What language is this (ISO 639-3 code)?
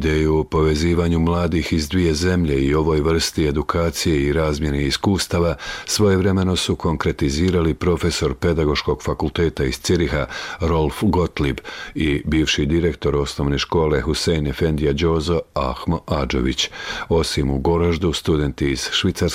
bos